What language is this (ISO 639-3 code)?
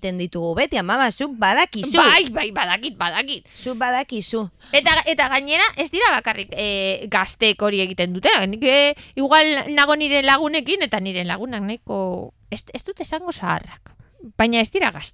eus